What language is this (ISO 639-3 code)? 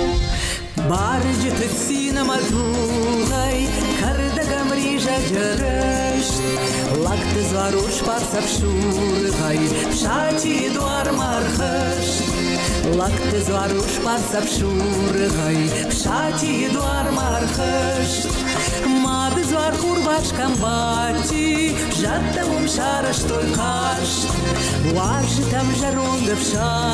oss